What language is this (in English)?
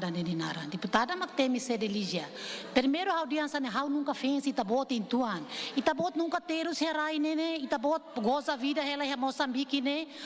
Tetum